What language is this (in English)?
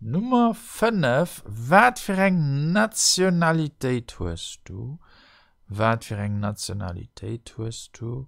Luxembourgish